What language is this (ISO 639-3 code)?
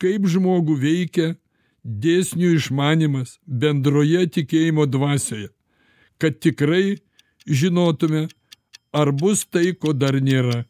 lit